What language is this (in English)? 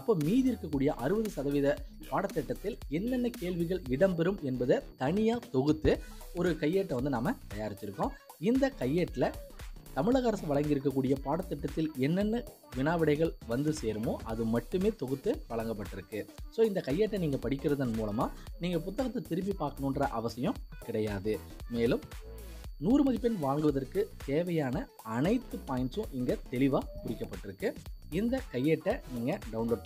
Tamil